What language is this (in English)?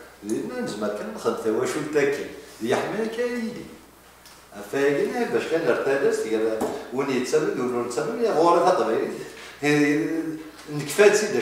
Kabyle